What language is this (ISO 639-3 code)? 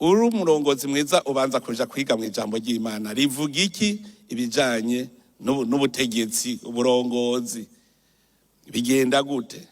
run